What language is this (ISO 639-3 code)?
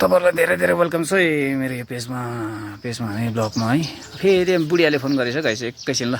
nep